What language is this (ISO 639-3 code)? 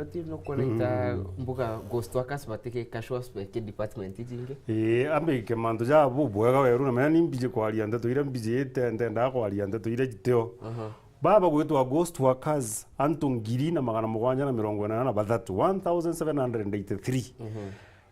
mer